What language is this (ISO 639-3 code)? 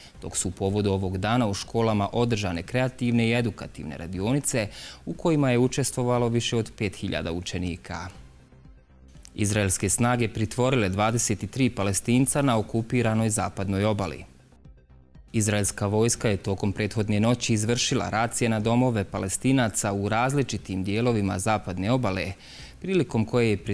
bos